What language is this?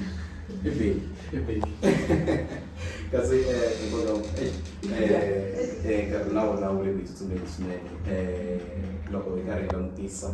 Tsonga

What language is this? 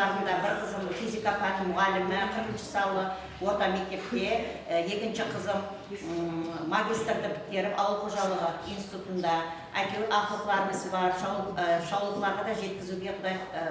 Kara-Kalpak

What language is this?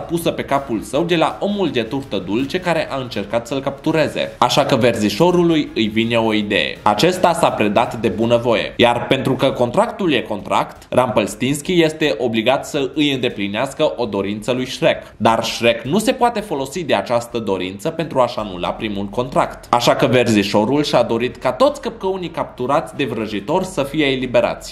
Romanian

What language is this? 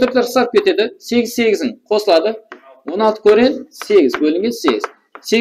Kara-Kalpak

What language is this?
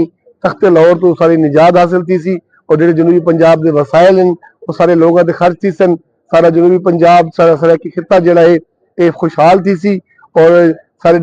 Saraiki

